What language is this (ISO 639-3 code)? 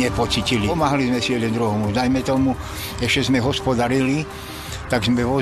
slk